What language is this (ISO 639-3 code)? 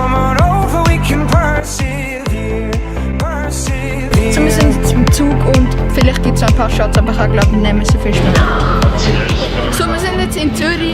gsw